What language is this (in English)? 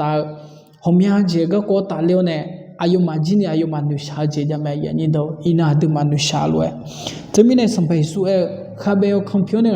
Akha